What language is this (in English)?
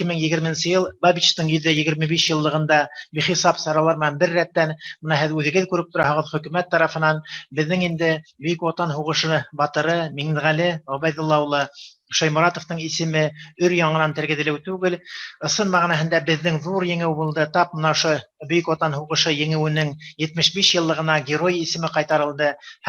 Bashkir